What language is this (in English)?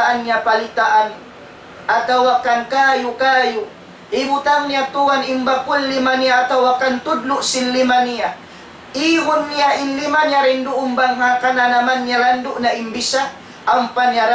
Tausug